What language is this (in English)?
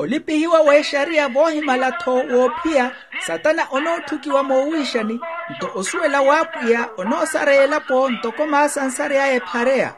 Makhuwa